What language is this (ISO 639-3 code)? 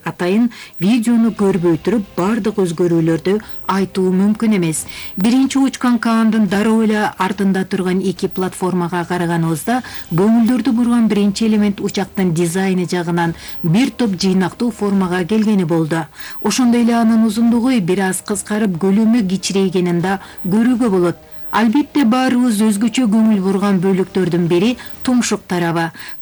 kir